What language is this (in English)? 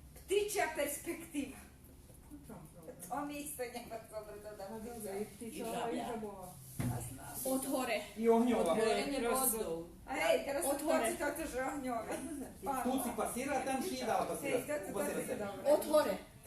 Rusyn